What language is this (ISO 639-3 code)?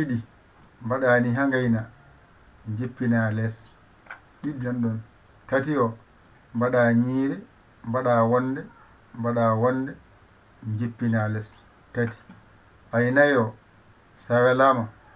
ful